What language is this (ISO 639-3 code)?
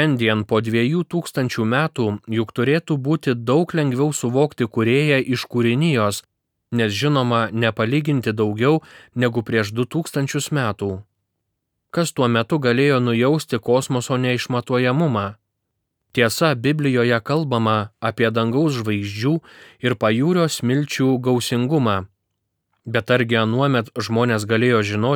lit